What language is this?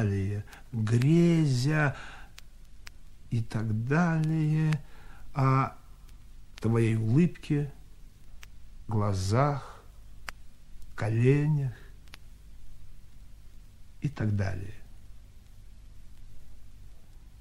Russian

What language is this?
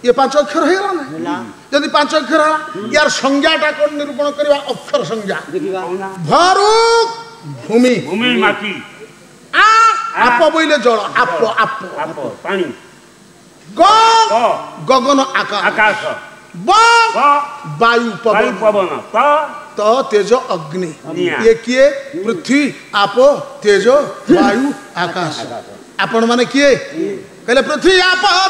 Odia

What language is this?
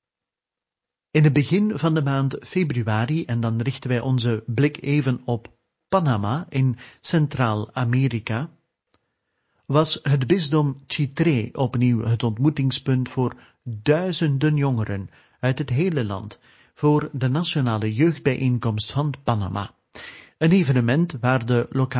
Dutch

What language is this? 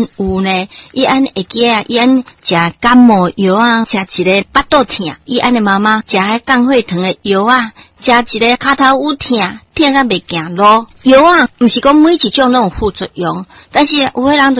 Min Nan Chinese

